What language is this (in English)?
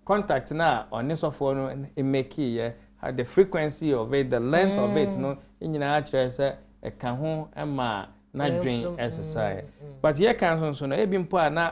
Akan